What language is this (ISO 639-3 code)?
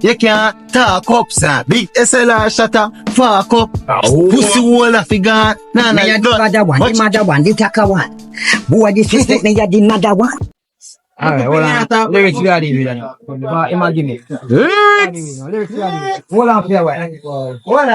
jam